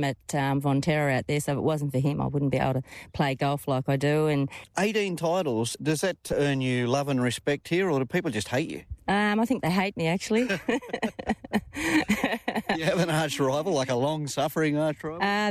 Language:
English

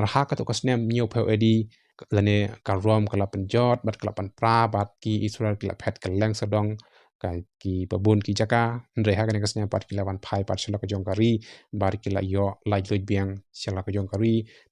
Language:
Khasi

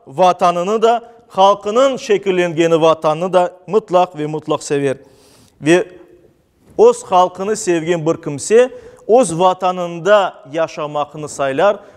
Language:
Crimean Tatar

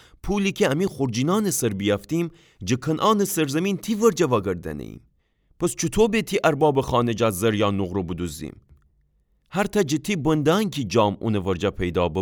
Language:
Gilaki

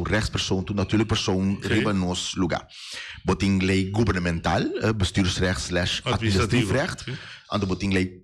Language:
Papiamento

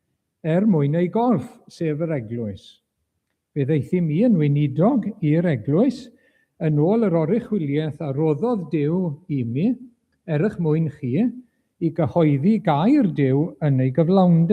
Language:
Welsh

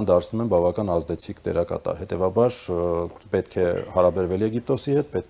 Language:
Armenian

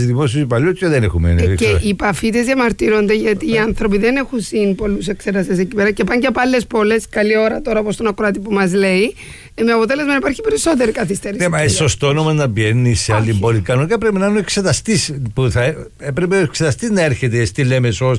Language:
Greek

